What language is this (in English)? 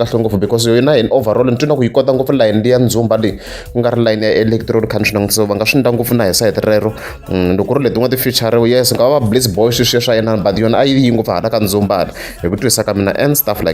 Tsonga